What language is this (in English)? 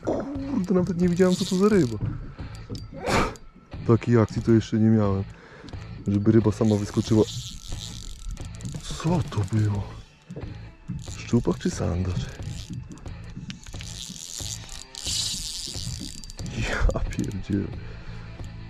Polish